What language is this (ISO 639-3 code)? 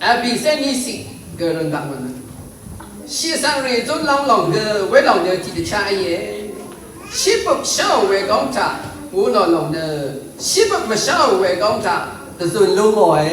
raw